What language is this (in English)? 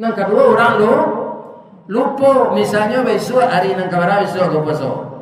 Minangkabau